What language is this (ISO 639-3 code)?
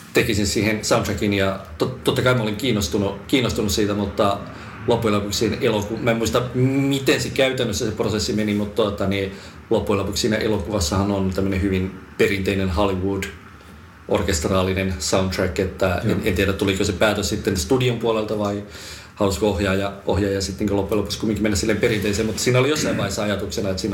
fin